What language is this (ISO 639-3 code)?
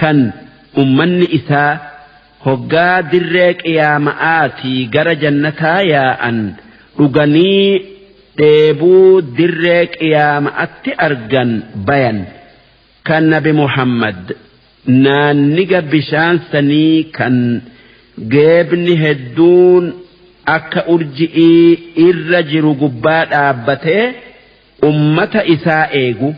orm